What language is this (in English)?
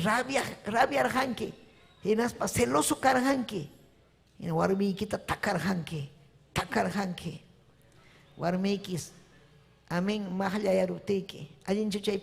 Ayacucho Quechua